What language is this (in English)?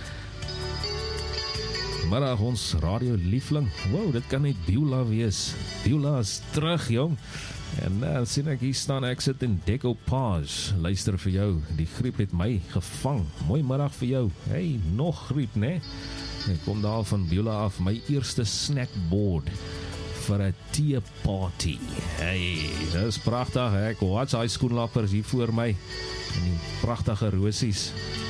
Afrikaans